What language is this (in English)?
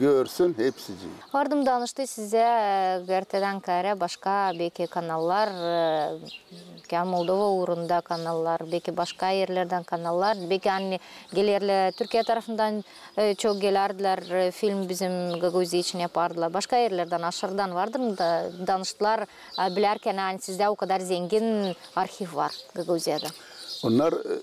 Gagauz